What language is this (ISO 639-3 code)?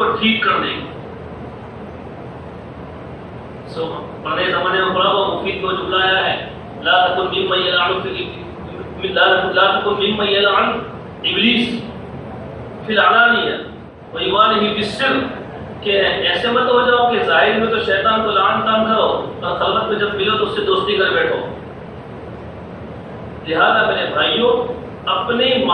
urd